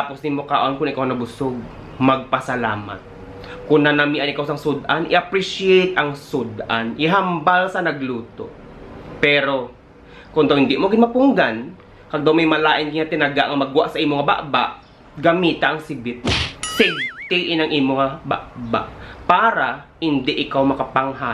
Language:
Hiligaynon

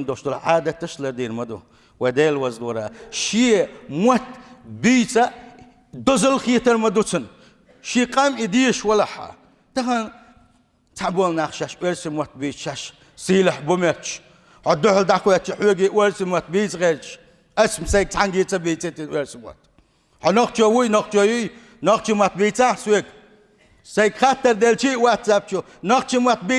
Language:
Chechen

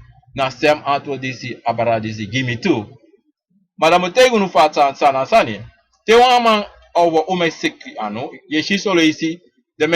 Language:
Sranan Tongo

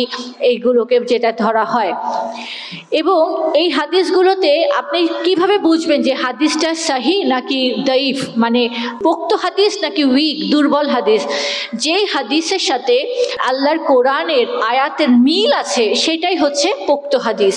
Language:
Bangla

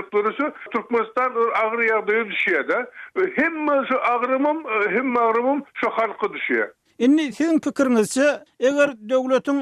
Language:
Turkmen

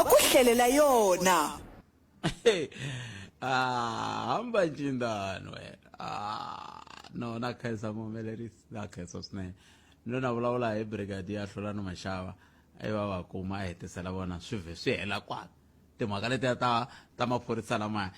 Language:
Tsonga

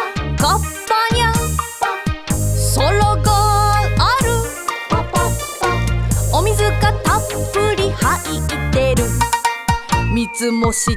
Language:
Japanese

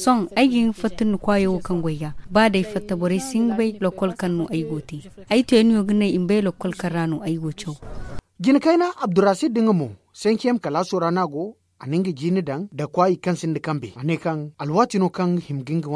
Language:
Zarma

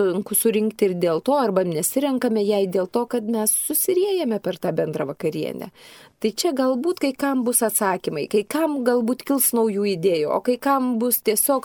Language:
Lithuanian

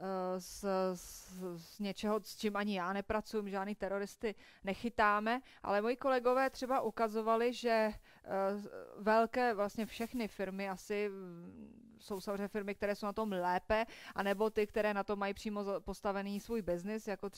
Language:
Czech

